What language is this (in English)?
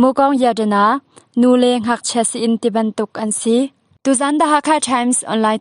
Hakha Chin